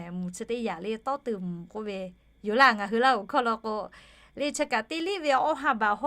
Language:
Lahu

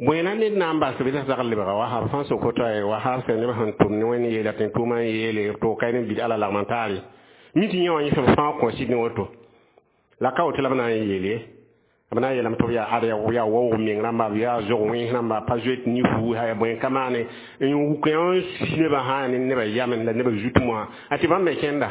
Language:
Mossi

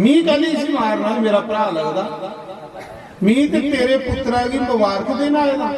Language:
Dogri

